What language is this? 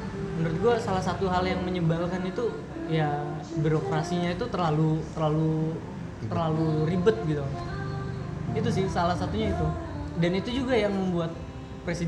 Indonesian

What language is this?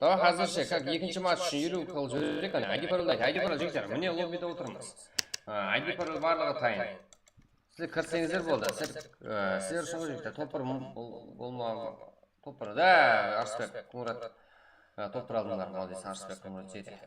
Kara-Kalpak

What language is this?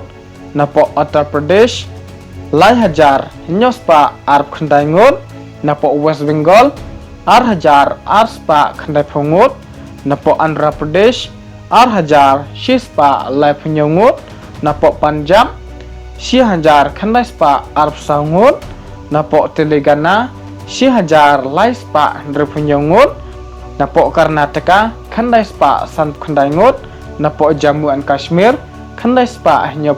Khasi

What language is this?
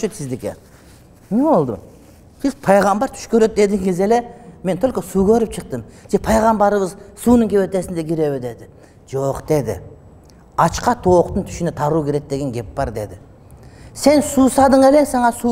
Kyrgyz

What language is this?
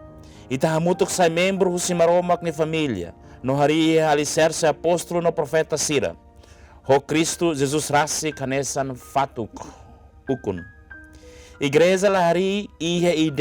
Tetum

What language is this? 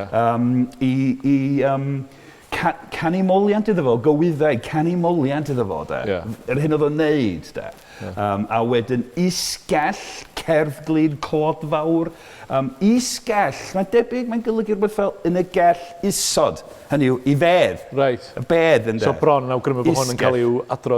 Welsh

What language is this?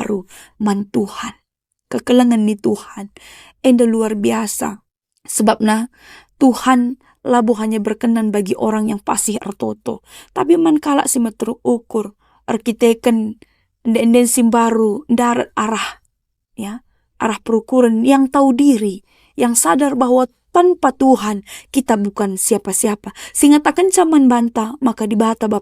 Batak Karo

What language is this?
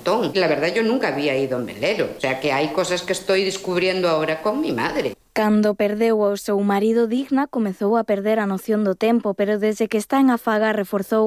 Galician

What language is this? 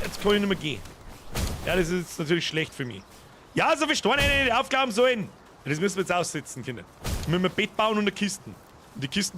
Bavarian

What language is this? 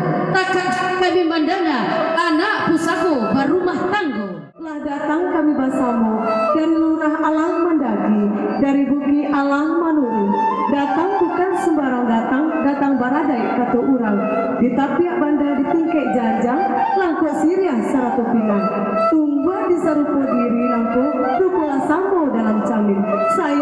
Minangkabau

